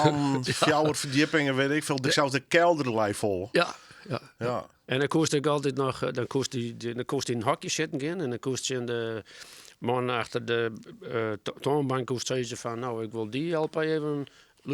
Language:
Western Frisian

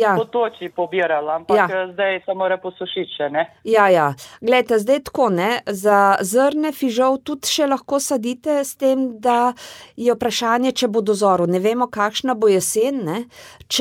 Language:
Slovenian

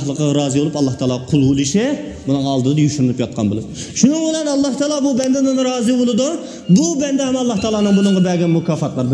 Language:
Uyghur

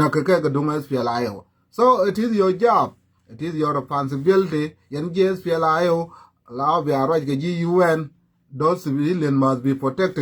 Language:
Nuer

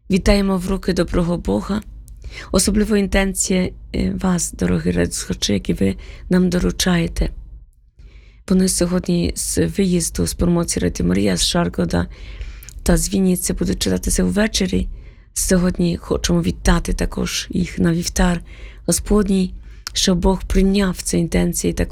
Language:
Ukrainian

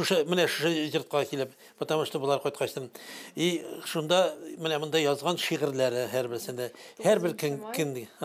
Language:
Tatar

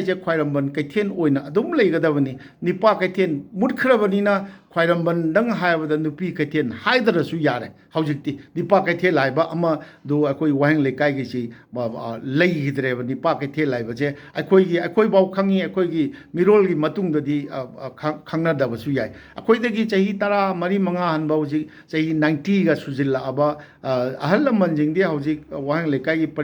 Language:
Manipuri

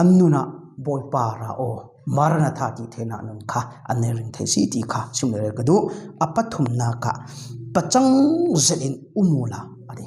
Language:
Falam Chin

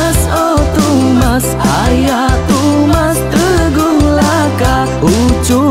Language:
Iban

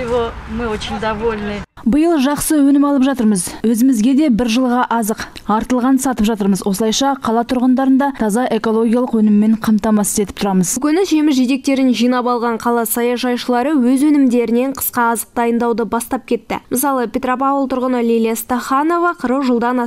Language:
Kazakh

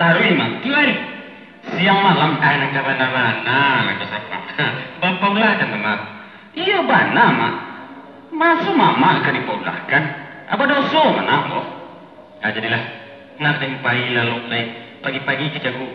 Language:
Minangkabau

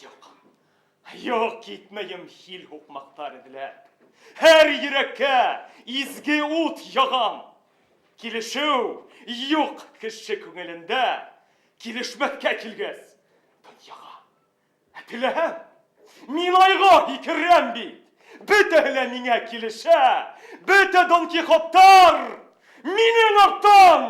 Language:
Bashkir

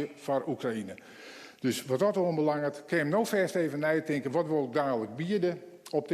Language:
Western Frisian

